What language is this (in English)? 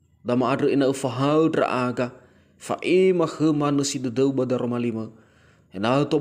Nias